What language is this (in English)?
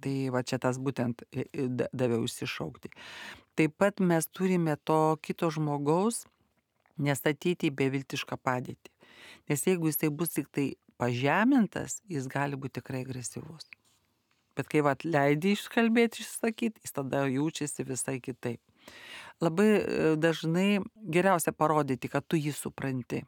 Lithuanian